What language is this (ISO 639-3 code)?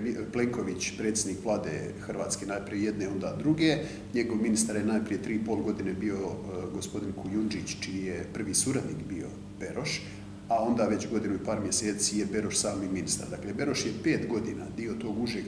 hrv